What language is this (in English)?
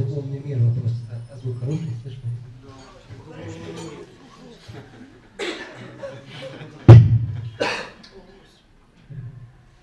Russian